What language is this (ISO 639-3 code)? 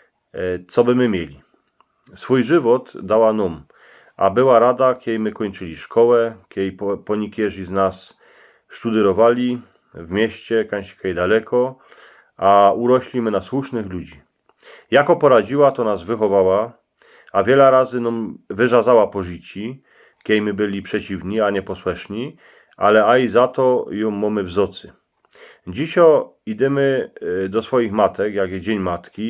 szl